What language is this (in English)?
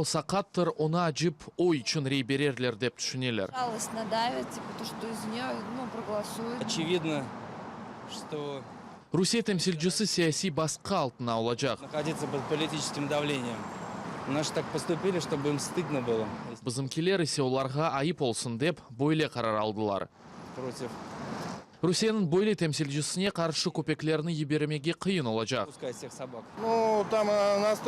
Crimean Tatar